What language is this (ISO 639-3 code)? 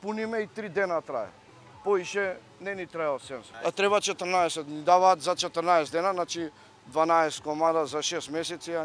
mkd